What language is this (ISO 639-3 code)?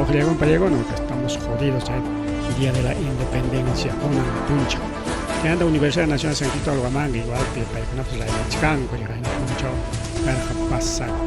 quy